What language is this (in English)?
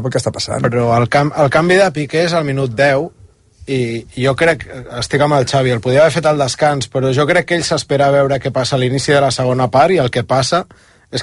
Catalan